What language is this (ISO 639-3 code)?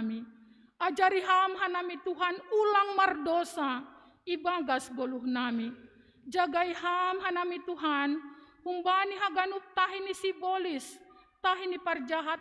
bts